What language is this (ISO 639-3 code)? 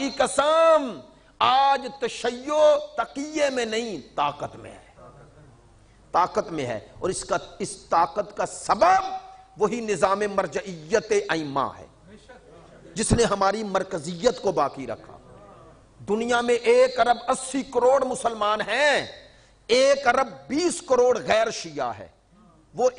urd